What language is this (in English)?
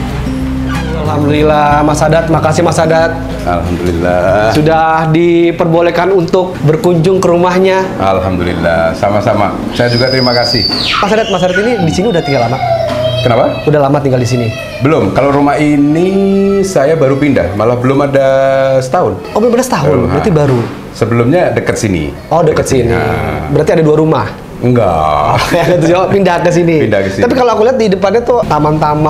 Indonesian